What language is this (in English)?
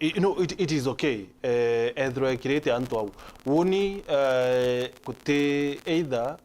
Meru